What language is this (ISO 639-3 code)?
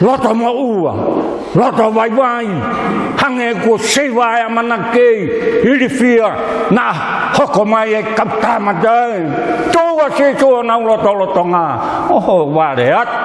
ton